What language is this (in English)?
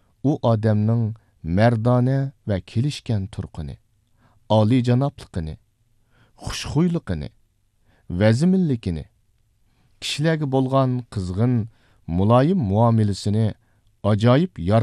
Uyghur